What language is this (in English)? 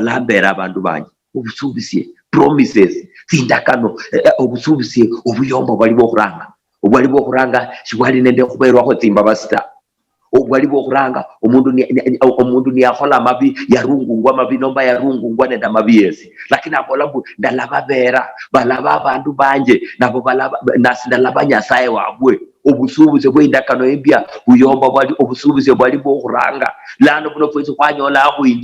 Luyia